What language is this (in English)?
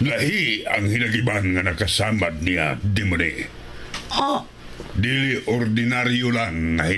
Cebuano